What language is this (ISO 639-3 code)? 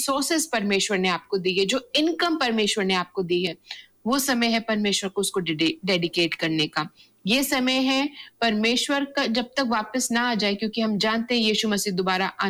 hin